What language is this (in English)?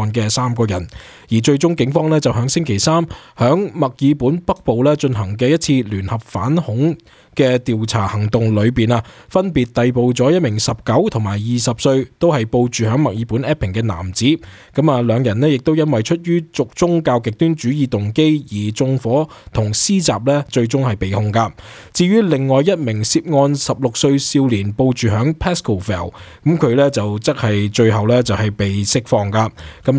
Cantonese